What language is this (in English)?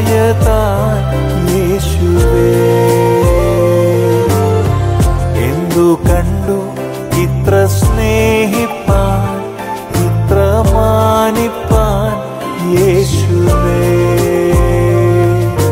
Malayalam